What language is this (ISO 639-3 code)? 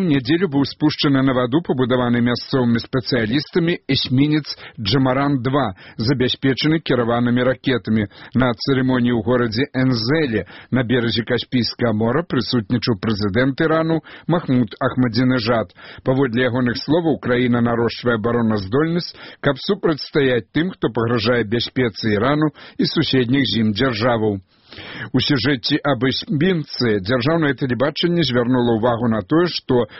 bel